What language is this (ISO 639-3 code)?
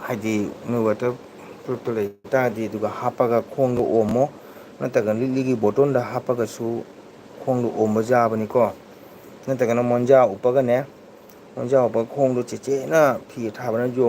mni